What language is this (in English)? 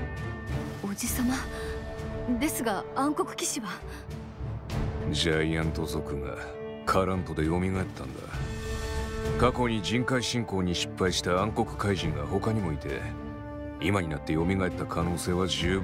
Japanese